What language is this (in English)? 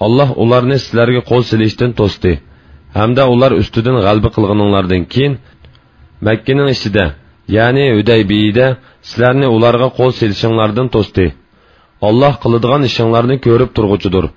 Uyghur